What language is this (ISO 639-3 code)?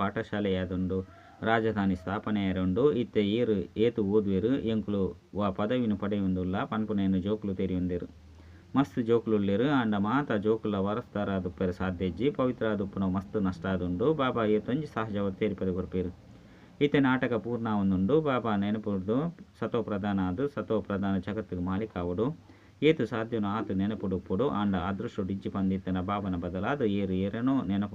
tcy